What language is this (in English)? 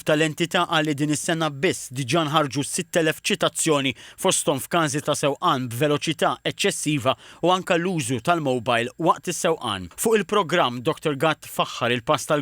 Maltese